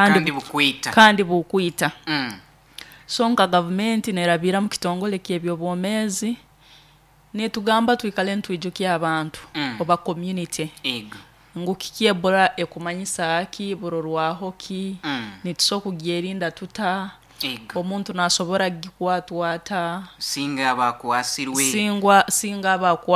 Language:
Nyoro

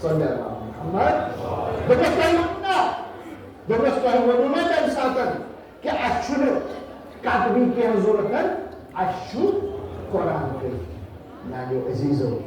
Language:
Kashmiri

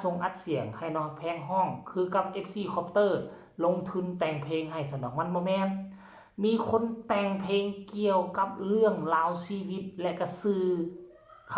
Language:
Northeastern Thai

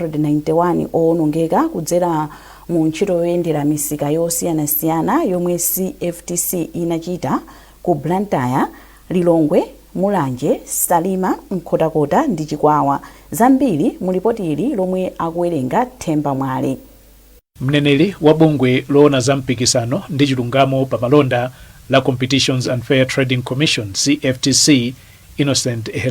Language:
Nyanja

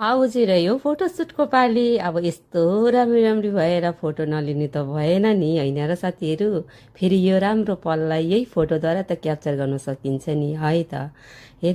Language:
Nepali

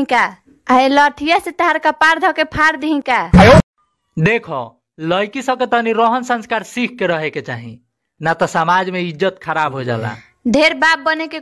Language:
Bhojpuri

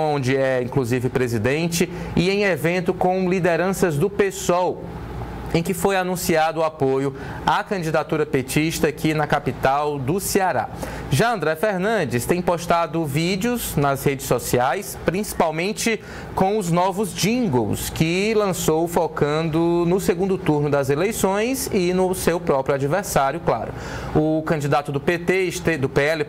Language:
Portuguese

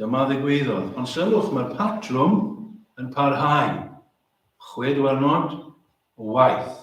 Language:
Welsh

